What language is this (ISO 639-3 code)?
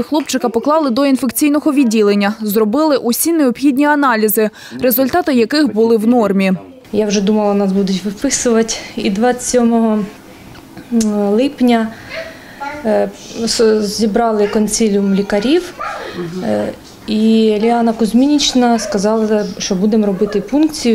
ukr